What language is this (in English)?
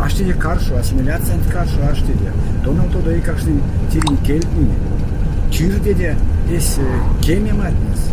Erzya